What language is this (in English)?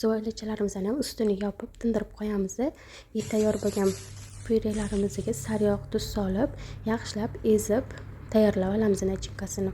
Uzbek